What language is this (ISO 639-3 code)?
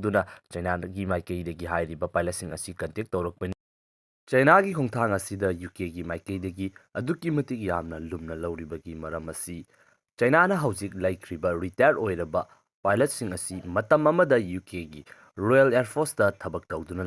mni